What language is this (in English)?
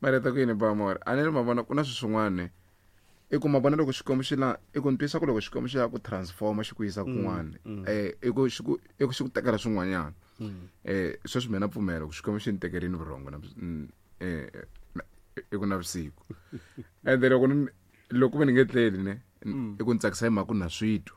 Tsonga